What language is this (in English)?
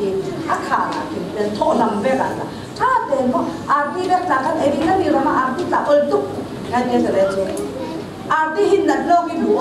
Falam Chin